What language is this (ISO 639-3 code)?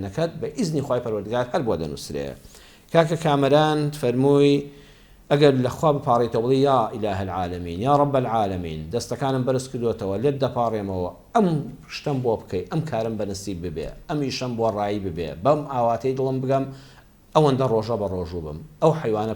ckb